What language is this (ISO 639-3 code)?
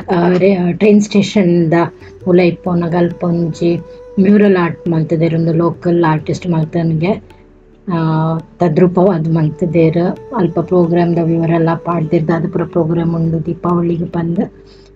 tcy